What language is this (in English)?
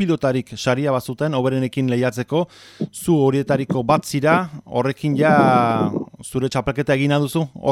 Basque